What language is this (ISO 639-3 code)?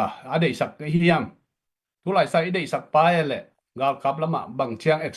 ctd